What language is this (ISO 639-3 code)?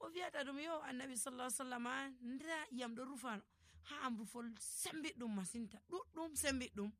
fuv